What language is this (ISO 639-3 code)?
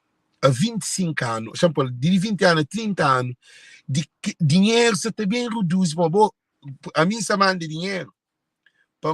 kea